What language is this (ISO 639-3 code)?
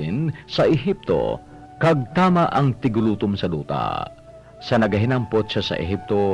hil